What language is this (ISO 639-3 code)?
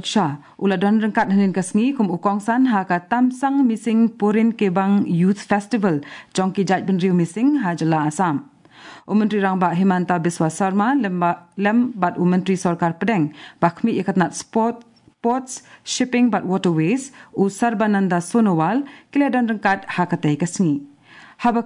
kha